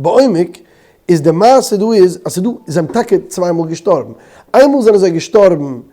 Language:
Yiddish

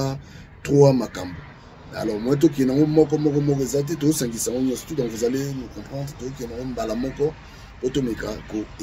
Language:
Lingala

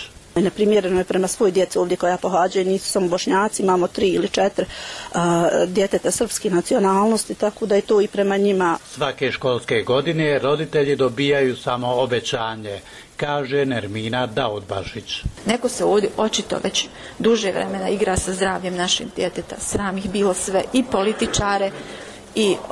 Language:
Bosnian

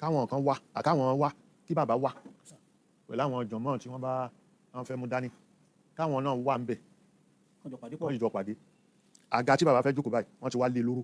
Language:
Yoruba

